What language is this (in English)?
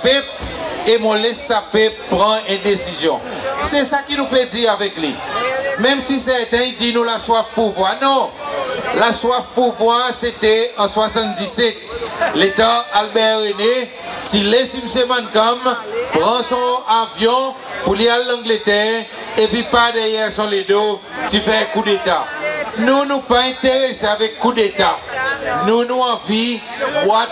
Seselwa Creole French